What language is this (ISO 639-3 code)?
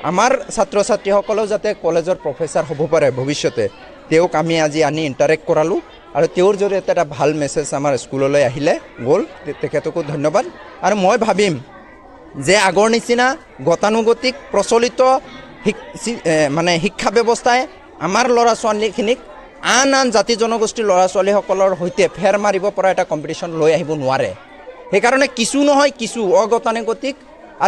asm